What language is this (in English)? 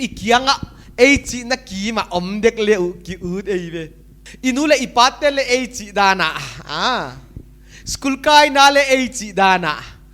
Paite Chin